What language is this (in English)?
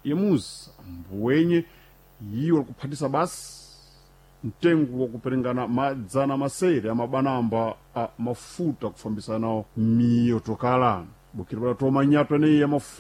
Sena